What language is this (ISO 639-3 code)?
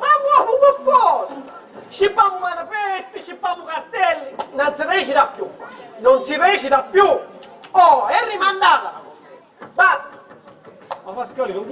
scn